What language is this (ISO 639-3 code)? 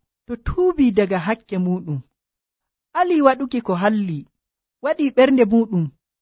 fuv